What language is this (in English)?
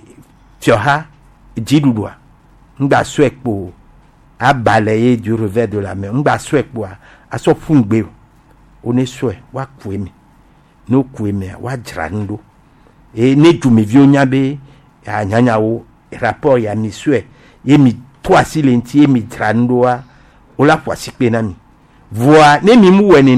Gen